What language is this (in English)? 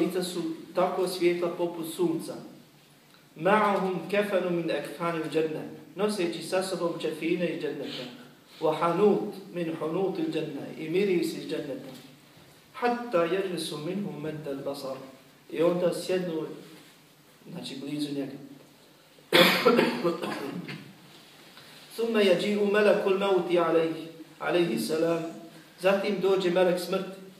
Bosnian